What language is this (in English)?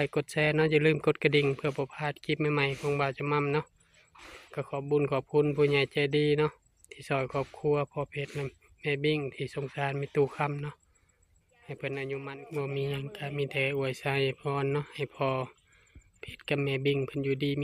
Northeastern Thai